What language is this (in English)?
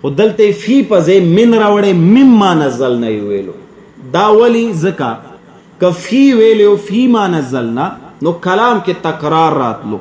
Pashto